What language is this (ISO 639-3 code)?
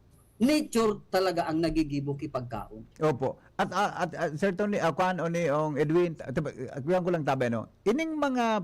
bik